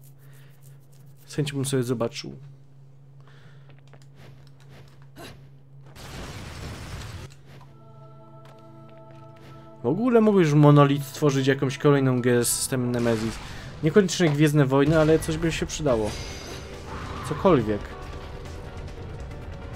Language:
Polish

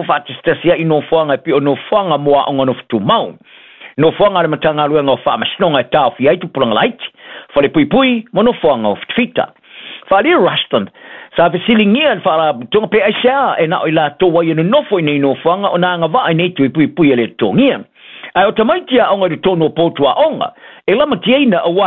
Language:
Samoan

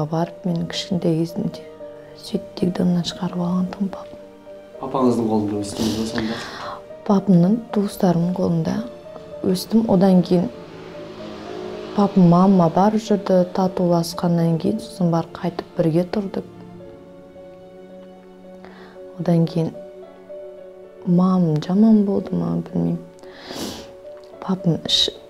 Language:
Kazakh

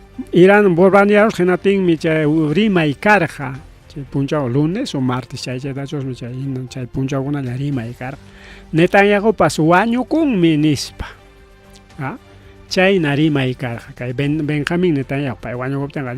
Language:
Ayacucho Quechua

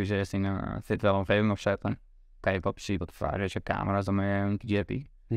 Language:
Western Frisian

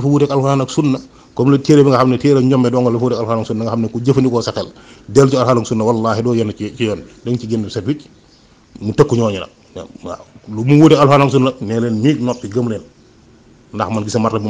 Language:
Wolof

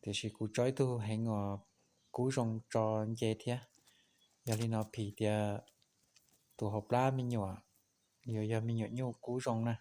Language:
Hmong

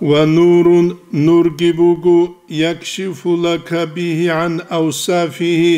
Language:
Avaric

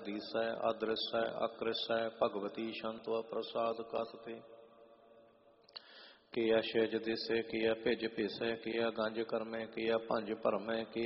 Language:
Hindi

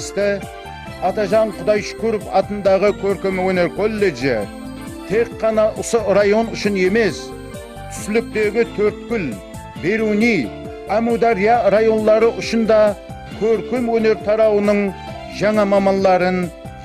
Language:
Kara-Kalpak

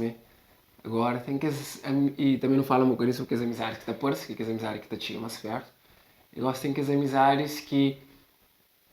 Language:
Kabuverdianu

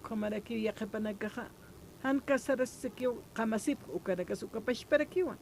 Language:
Aymara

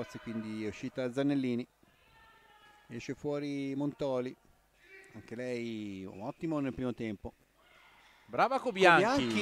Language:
Italian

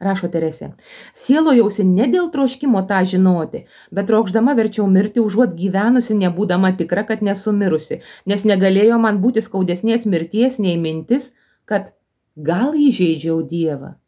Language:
Lithuanian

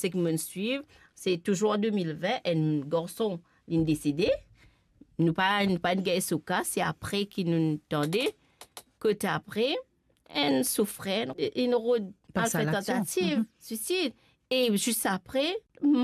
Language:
Morisyen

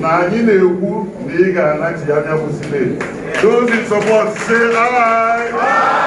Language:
Igbo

